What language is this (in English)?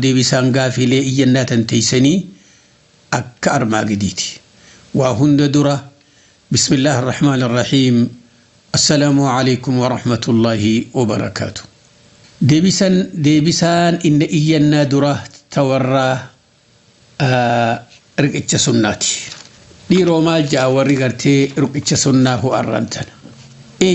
Oromo